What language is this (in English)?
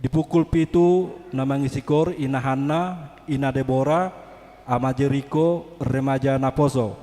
Batak Toba